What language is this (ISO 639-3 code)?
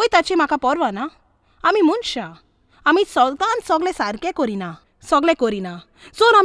kok